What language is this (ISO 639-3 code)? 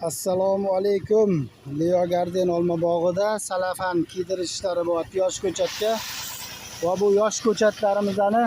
uzb